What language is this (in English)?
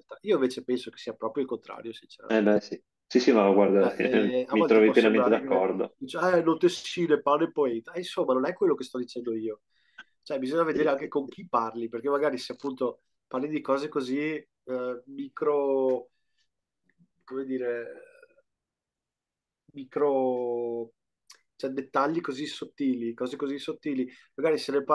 Italian